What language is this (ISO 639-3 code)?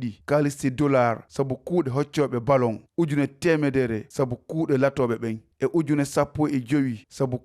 ful